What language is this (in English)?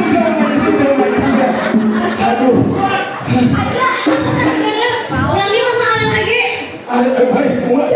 Banjar